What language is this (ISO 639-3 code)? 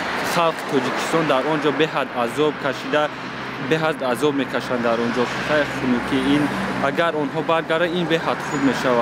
tgk